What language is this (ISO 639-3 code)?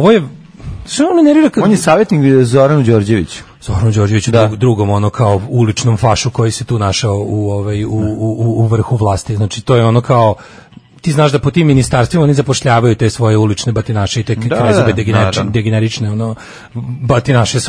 srp